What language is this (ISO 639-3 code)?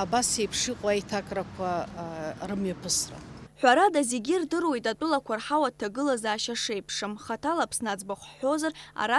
abk